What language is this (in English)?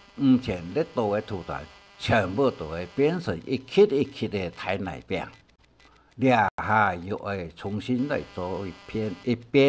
Hakka Chinese